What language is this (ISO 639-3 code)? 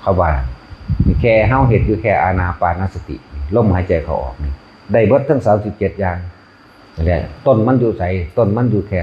tts